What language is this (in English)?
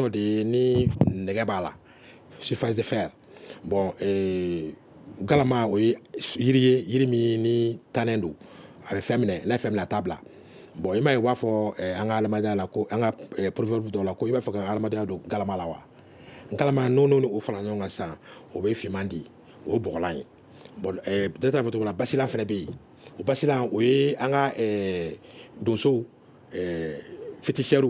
Bambara